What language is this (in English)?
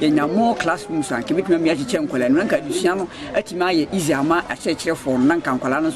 Akan